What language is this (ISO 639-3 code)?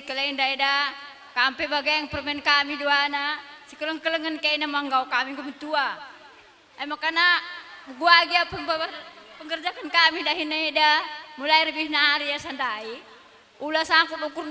btx